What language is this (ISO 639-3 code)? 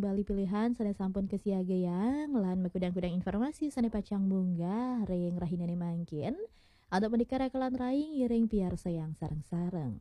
ban